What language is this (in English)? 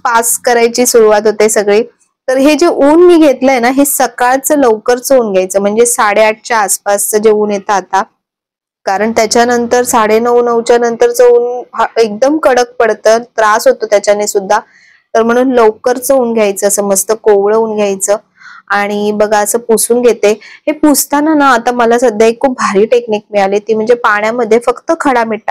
Marathi